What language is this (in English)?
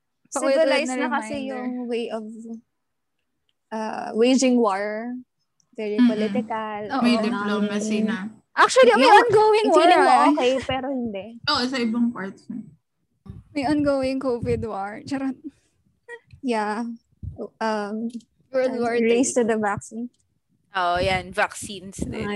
Filipino